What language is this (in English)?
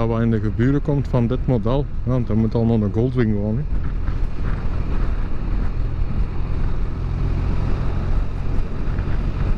Dutch